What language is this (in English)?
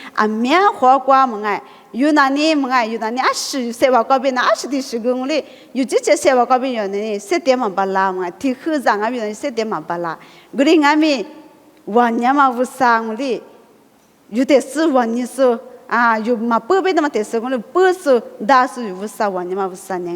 Lisu